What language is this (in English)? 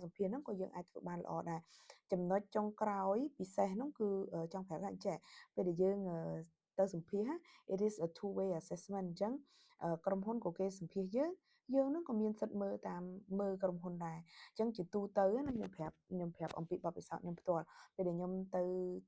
Khmer